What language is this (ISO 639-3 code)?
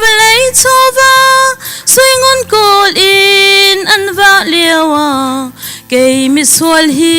cnh